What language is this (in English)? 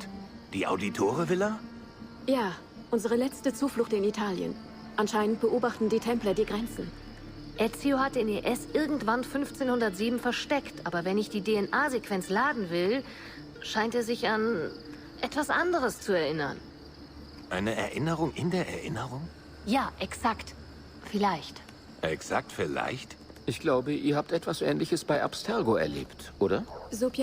Bavarian